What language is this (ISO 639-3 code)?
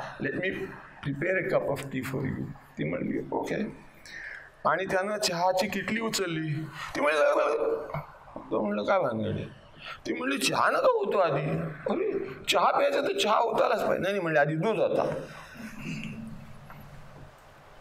mar